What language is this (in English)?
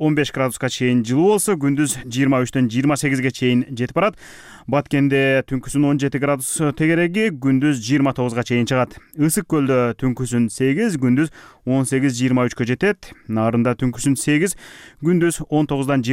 Kyrgyz